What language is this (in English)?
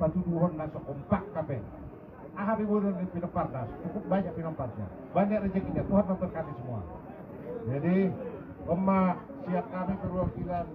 Batak Toba